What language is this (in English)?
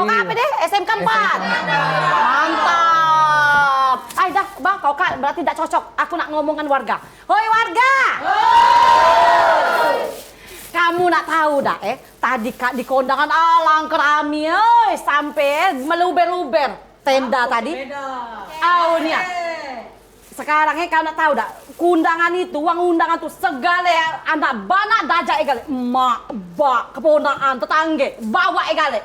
Musi